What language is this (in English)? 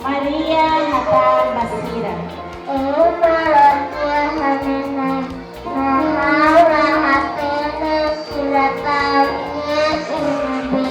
Tetum